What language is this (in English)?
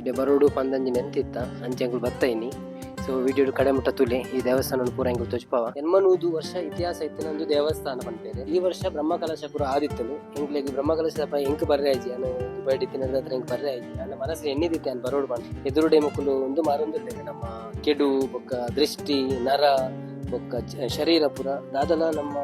Tulu